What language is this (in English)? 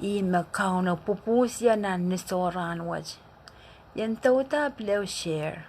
Pohnpeian